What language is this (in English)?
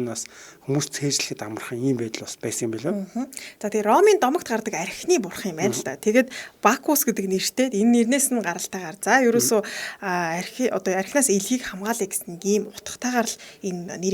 Mongolian